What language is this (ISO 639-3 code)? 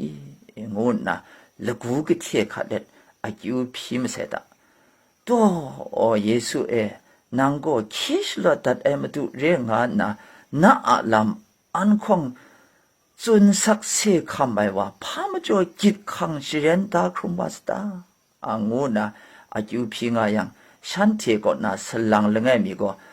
kac